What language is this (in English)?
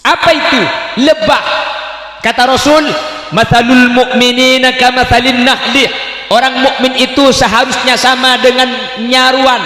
Madurese